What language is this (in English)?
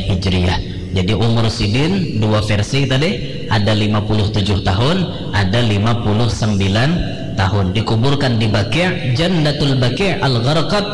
Banjar